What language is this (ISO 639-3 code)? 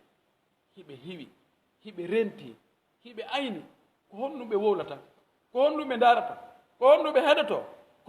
fuf